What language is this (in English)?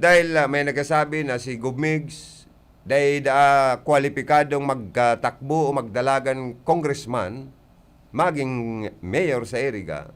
Bikol